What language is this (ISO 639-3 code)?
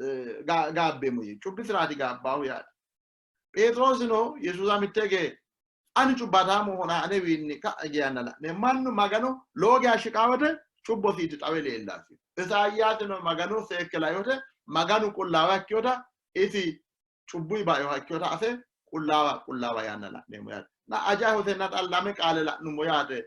sid